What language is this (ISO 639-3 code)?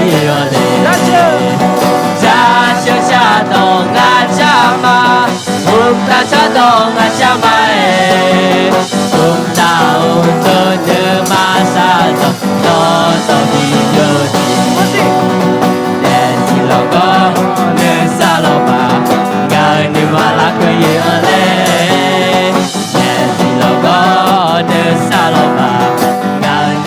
ahk